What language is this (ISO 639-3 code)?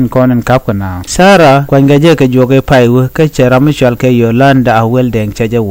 nus